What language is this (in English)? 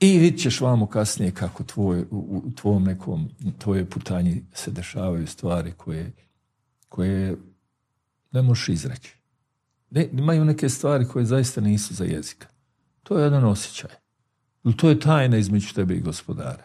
Bosnian